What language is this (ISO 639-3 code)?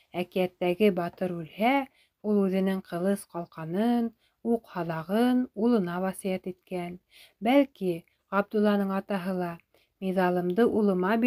bak